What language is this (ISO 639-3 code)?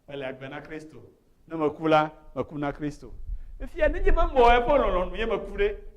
ewe